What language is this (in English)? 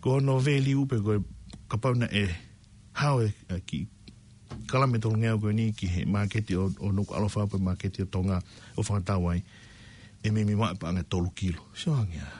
Tongan